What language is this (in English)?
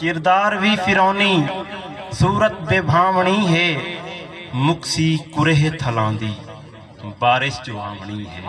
Saraiki